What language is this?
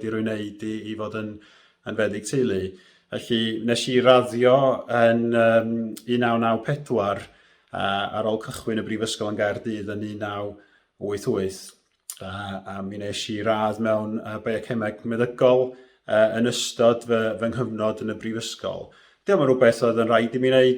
Welsh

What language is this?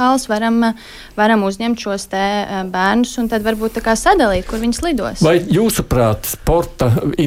Latvian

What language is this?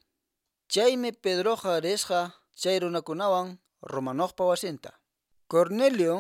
Quechua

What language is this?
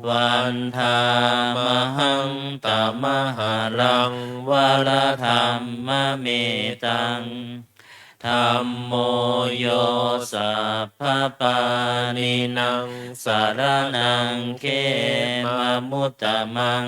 Pali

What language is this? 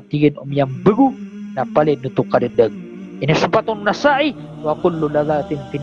Maranao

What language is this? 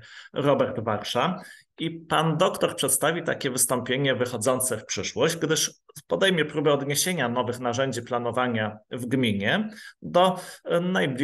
Polish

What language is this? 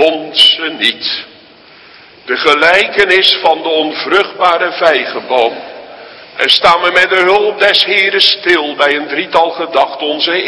Dutch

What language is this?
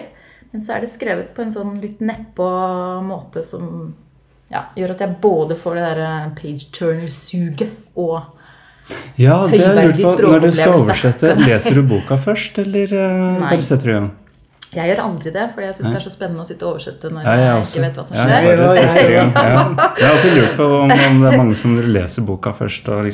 Norwegian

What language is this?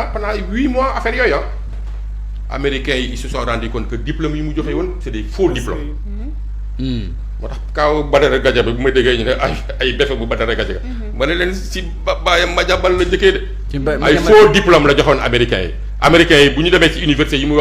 Wolof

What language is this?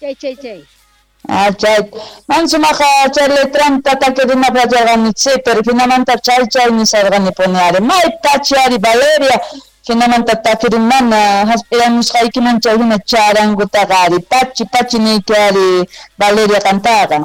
South Bolivian Quechua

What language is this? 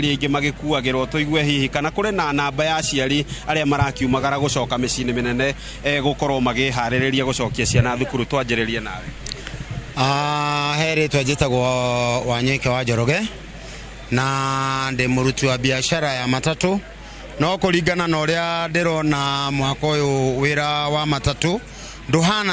Kikuyu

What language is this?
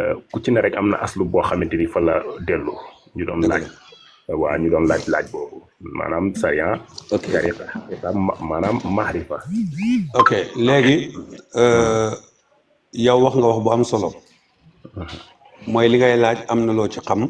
Wolof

